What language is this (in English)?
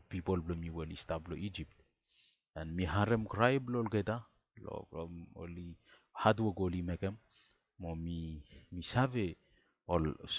Bislama